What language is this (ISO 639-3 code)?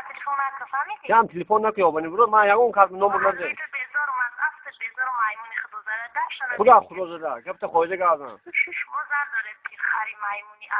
tgk